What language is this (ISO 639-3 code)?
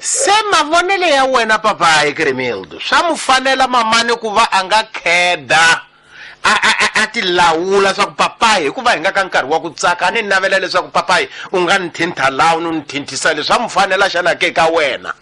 tso